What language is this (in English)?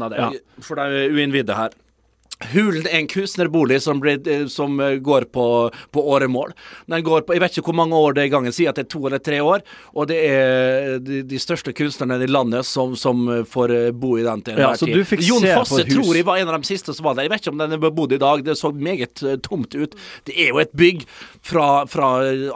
Norwegian